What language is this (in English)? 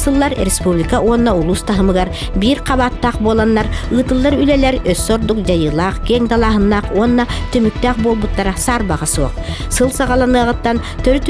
Yakut